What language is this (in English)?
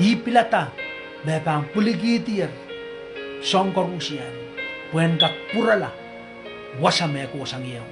Pohnpeian